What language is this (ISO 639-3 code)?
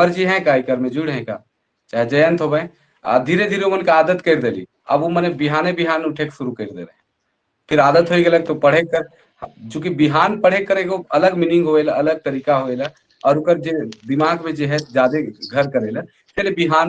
sck